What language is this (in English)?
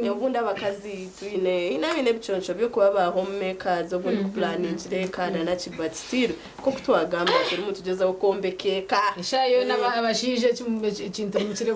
Nyankole